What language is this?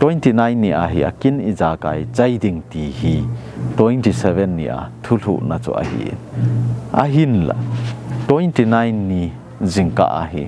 Thado Chin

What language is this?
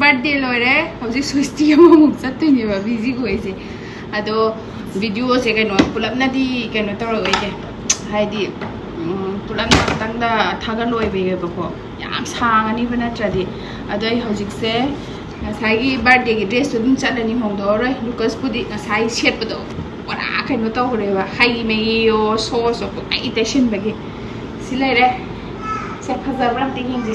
Manipuri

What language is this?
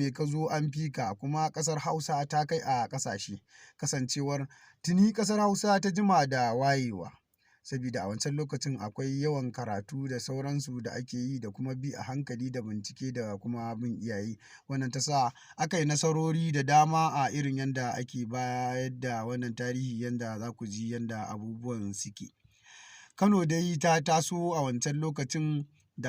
Hausa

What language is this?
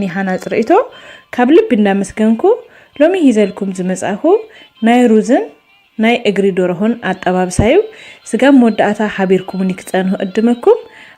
Tigrinya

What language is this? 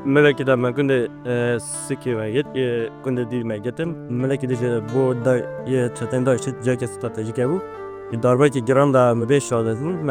Kurdish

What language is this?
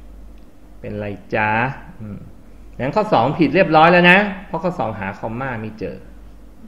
Thai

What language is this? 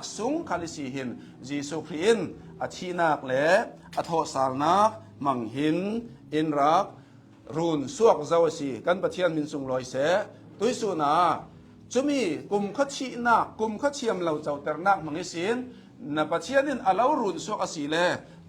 Hakha Chin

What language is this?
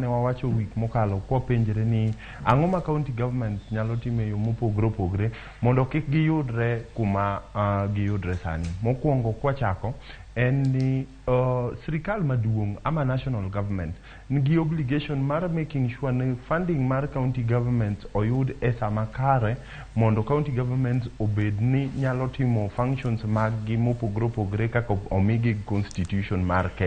Luo (Kenya and Tanzania)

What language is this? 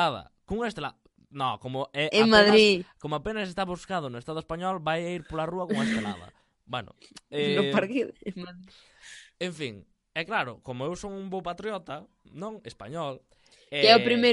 Galician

